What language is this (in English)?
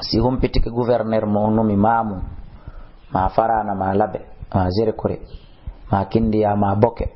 Fula